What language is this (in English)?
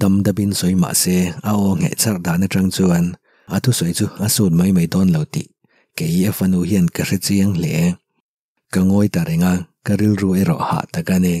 Mizo